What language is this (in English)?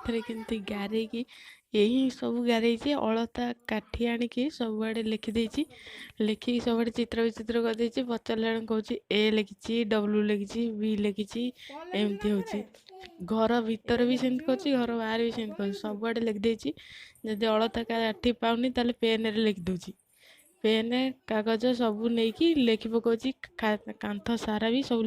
Odia